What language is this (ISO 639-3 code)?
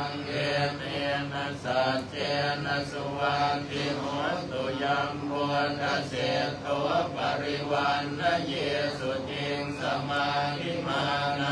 pli